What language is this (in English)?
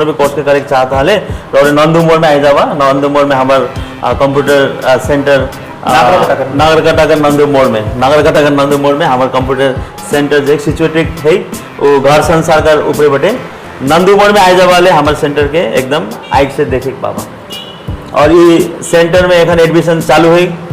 Sadri